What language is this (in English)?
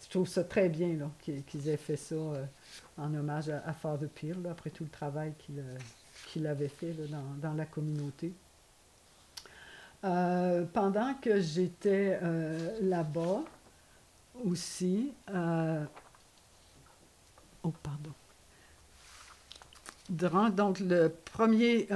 French